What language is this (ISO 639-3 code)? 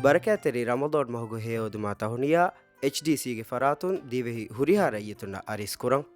div